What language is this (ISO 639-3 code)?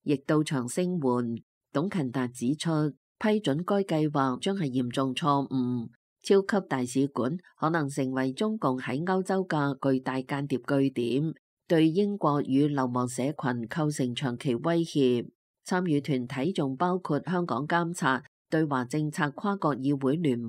yue